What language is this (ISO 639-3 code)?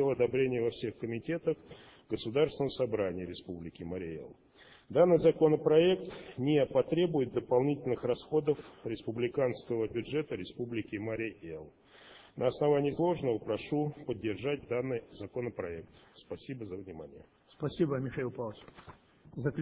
rus